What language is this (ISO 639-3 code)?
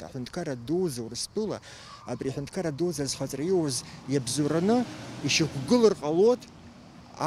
abk